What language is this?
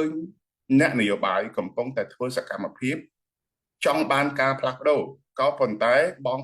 Khmer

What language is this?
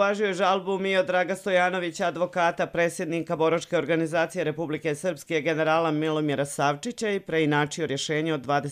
Bosnian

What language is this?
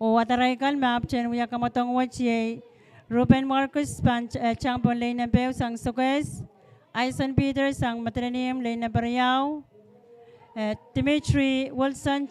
Pohnpeian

